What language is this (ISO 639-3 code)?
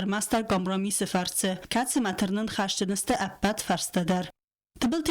oss